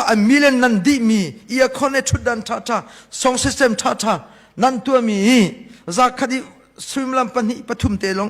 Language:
Hakha Chin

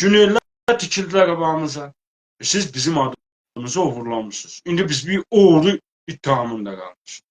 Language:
South Azerbaijani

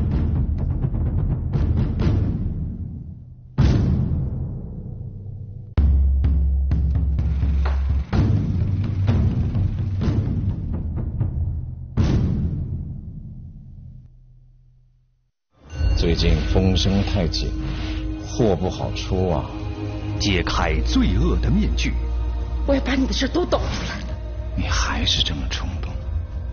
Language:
Chinese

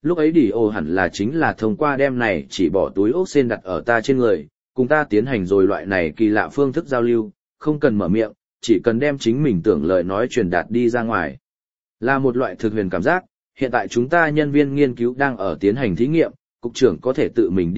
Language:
Vietnamese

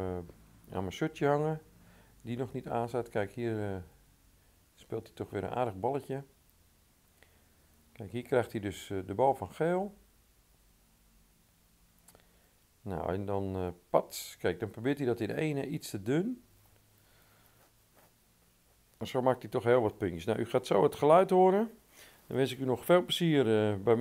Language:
Dutch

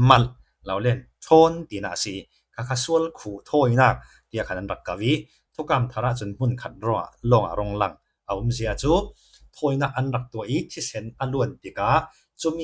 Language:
Falam Chin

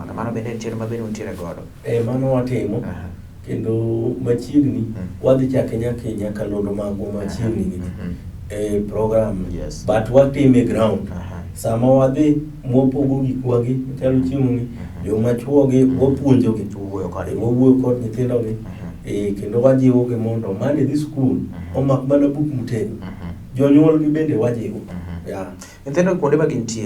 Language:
Luo (Kenya and Tanzania)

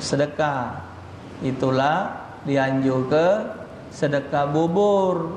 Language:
Musi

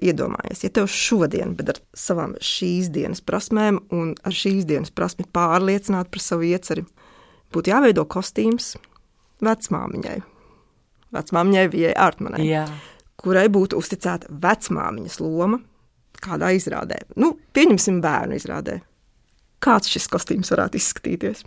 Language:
Latvian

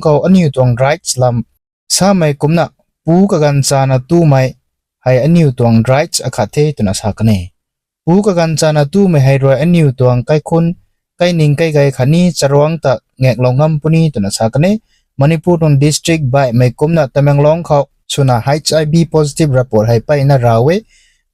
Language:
Rongmei Naga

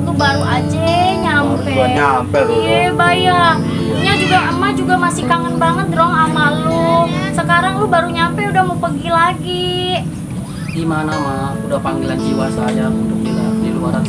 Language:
Betawi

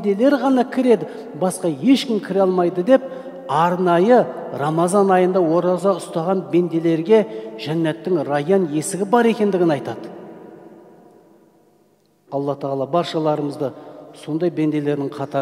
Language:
Kazakh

